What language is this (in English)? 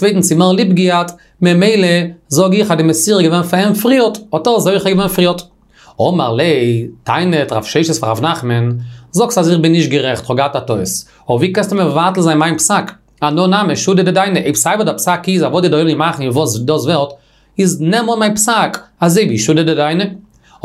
Yiddish